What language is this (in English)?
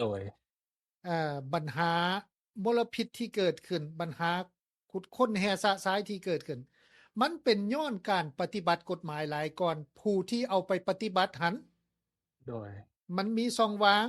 Lao